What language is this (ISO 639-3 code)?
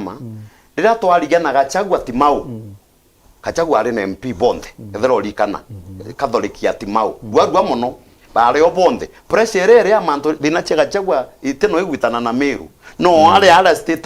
mer